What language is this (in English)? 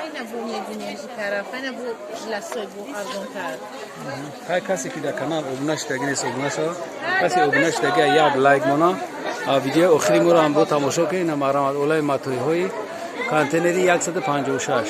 Tajik